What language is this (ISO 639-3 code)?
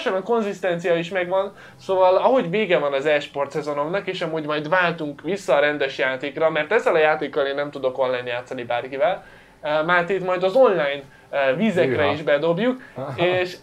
hun